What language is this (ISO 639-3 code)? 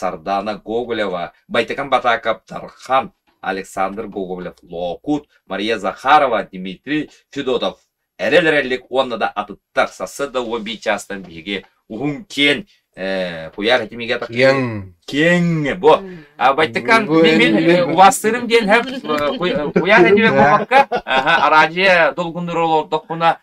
sah